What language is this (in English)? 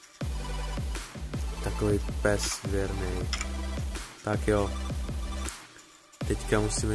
Czech